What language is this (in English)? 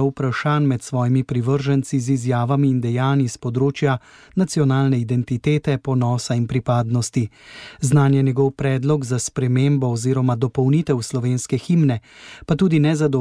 Slovenian